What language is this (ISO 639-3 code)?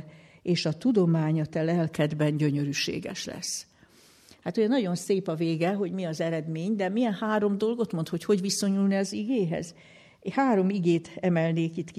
hun